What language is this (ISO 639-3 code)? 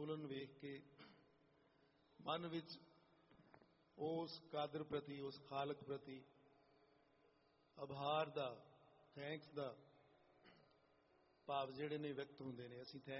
pan